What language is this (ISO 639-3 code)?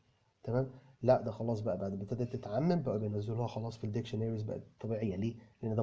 arz